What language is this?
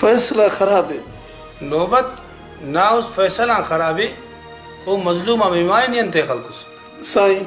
Brahui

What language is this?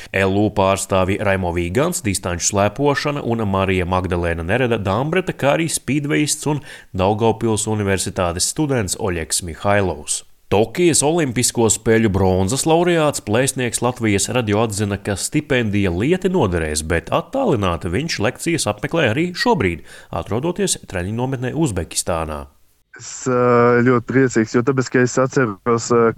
Latvian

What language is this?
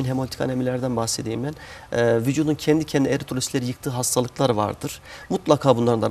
Turkish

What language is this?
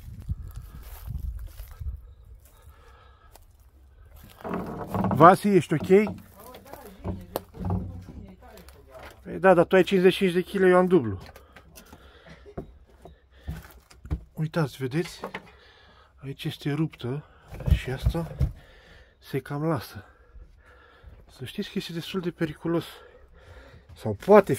Romanian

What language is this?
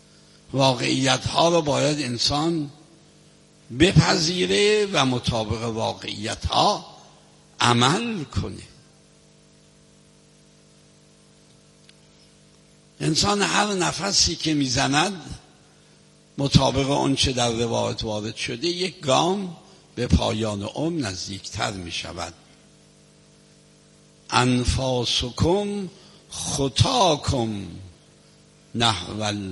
Persian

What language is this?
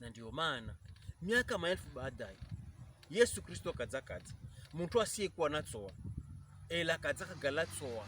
Pokomo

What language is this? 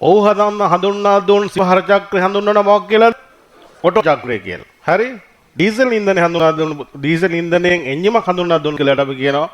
Sinhala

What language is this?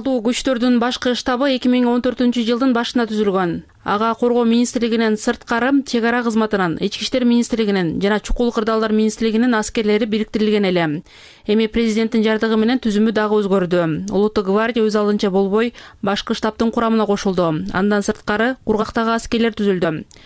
Kyrgyz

